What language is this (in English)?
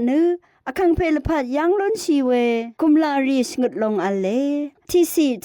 Rawang